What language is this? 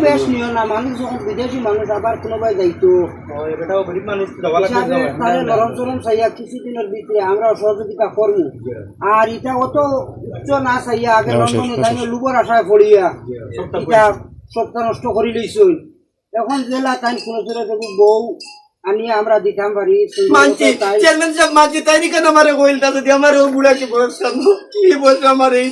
Sylheti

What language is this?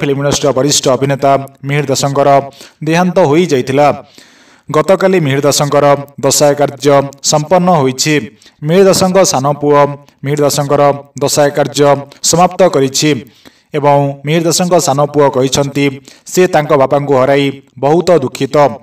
Odia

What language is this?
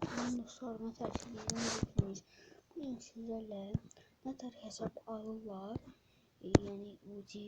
Azerbaijani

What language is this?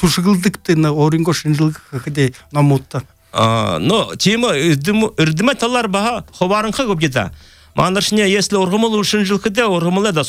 Buriat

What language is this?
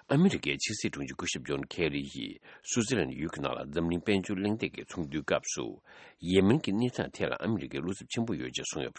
Tibetan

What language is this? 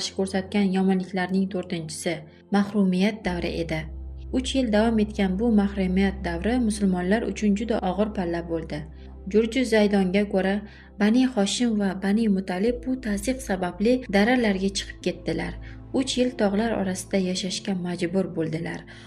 Uzbek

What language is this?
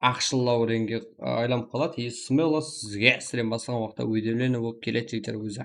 Kara-Kalpak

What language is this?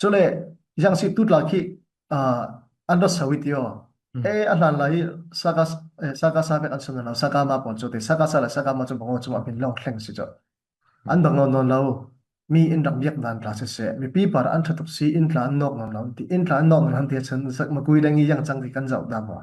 Falam Chin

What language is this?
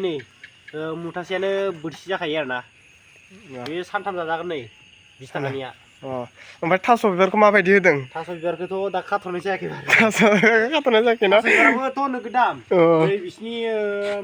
Bodo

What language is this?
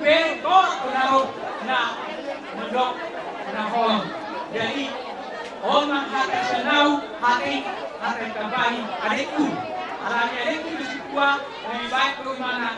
Batak Toba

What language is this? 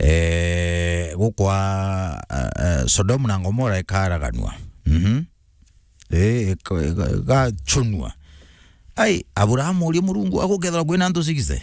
Meru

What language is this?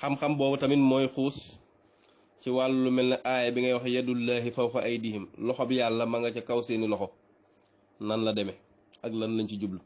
Wolof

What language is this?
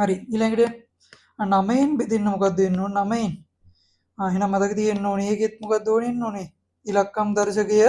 Sinhala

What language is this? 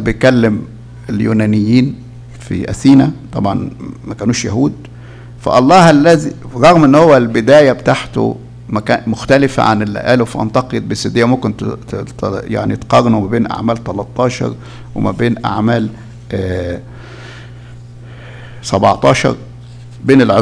Egyptian Arabic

